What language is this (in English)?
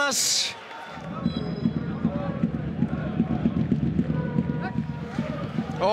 Danish